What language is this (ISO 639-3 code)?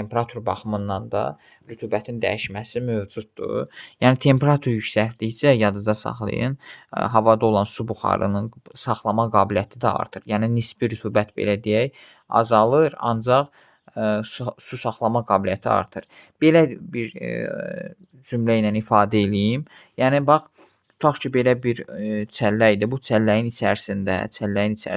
aze